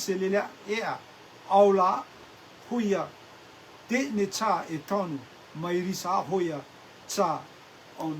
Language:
Rotuman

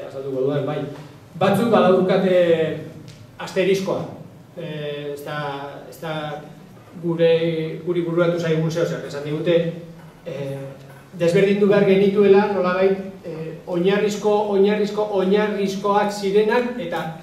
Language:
Basque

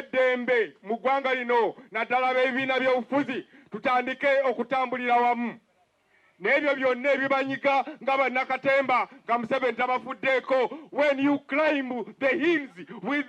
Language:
Ganda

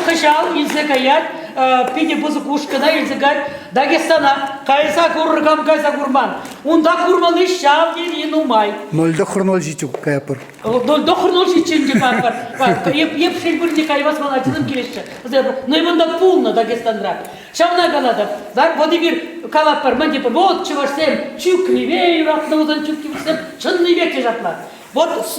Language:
Chuvash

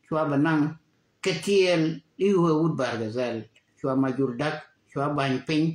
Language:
Nuer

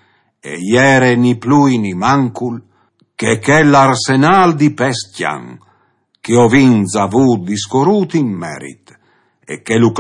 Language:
Friulian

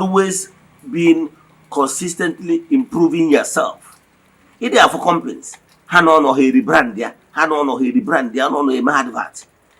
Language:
Igbo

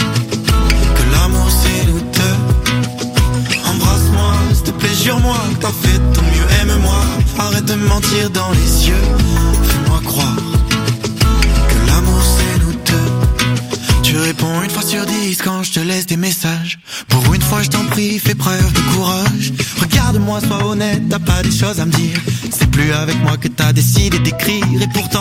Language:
French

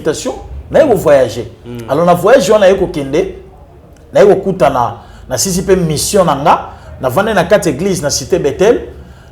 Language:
Lingala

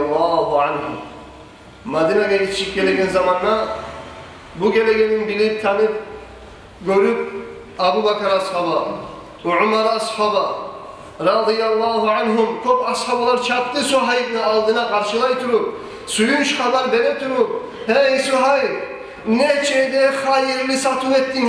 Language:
Kumyk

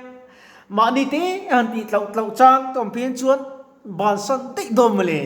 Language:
Mizo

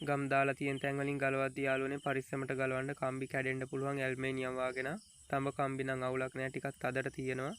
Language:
Sinhala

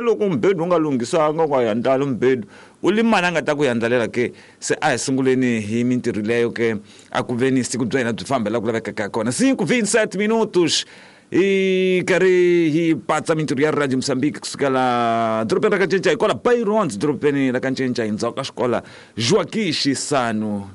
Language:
Tsonga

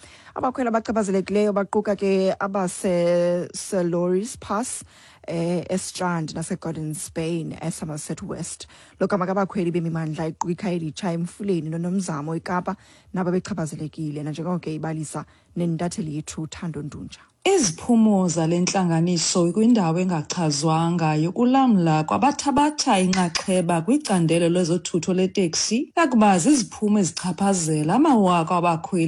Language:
Xhosa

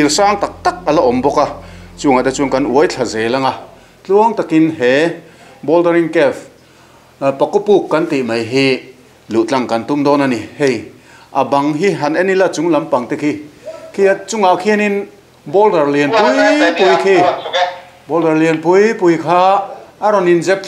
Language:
Mizo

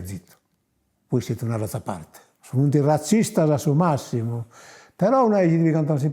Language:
Sardinian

